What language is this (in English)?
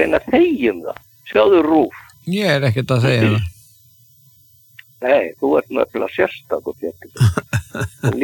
Icelandic